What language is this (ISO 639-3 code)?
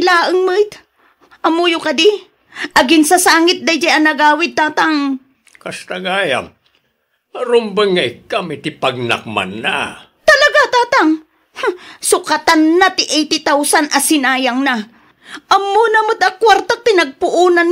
ilo